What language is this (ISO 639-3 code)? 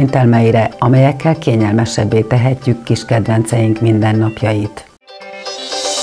hun